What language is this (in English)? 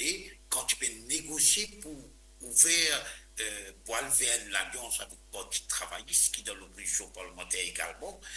Morisyen